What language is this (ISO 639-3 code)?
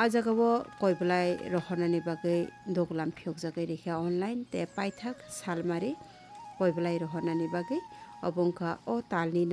trp